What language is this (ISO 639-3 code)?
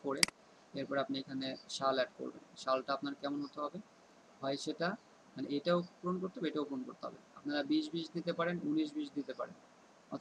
ben